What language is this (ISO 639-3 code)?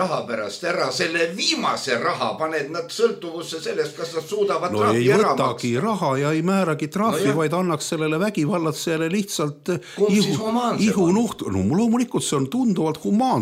est